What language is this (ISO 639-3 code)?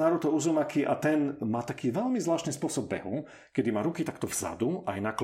slk